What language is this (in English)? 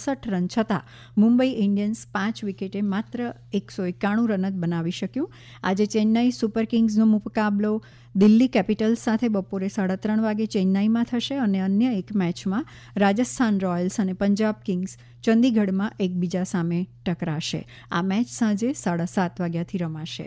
Gujarati